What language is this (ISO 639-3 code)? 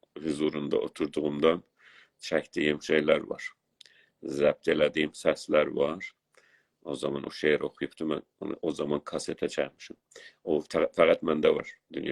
azb